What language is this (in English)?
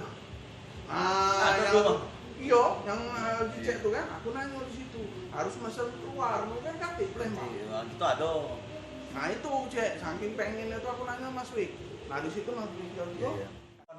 Musi